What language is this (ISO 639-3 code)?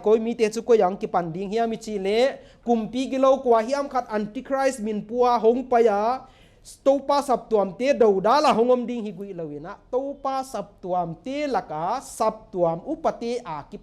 pck